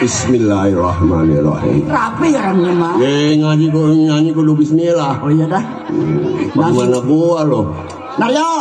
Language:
Betawi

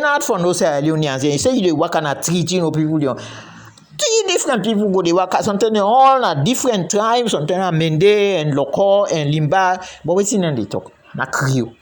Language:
Krio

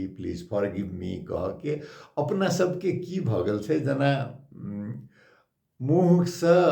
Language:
Maithili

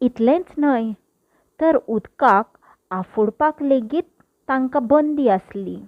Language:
Konkani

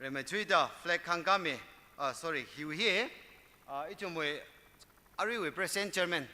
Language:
Tangkhul Naga (India)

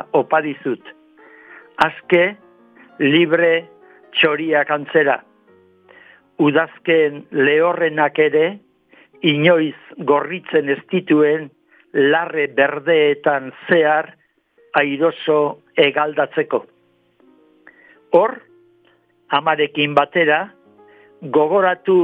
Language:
Basque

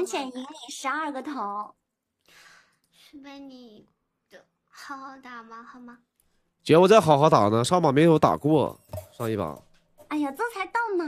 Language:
Chinese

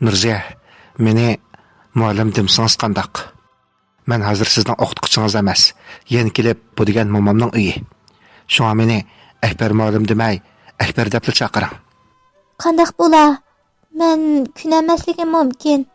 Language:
Uyghur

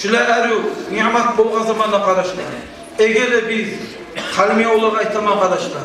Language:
Kumyk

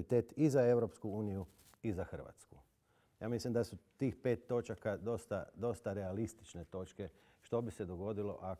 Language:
Croatian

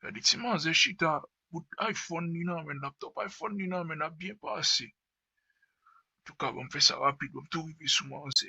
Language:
Haitian Creole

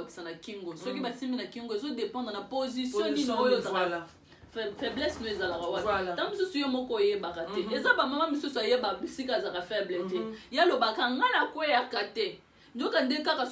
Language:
Lingala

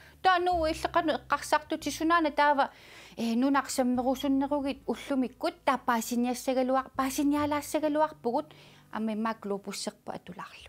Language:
Kalaallisut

